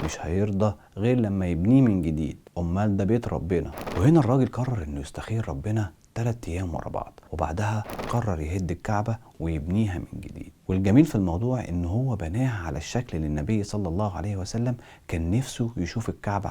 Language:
Egyptian Arabic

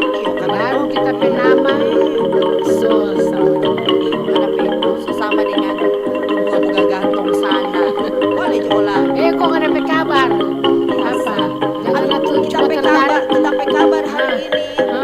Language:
Manado Malay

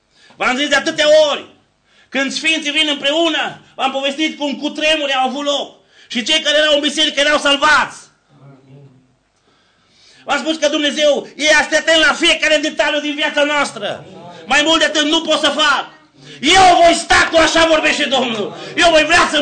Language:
Romanian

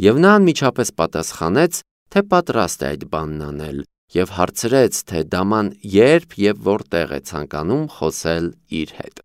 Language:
Armenian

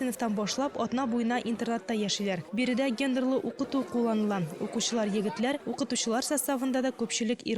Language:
Tatar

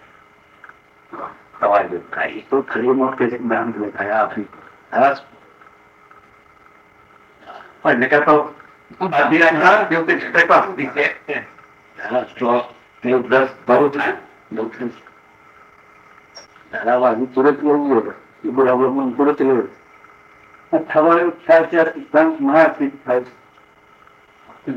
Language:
Gujarati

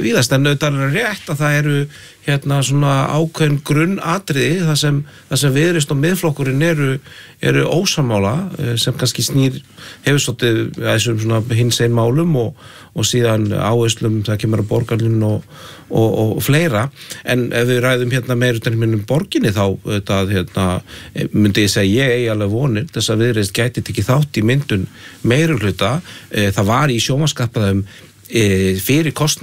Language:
Icelandic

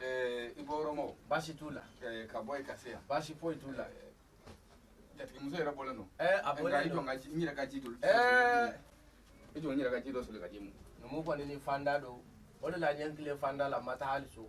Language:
Bambara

